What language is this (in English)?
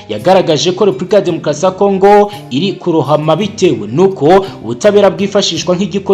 Kinyarwanda